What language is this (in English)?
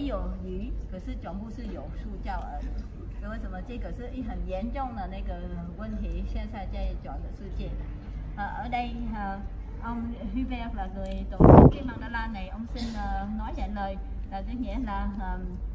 Chinese